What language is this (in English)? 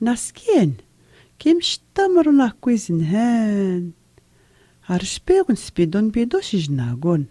Atikamekw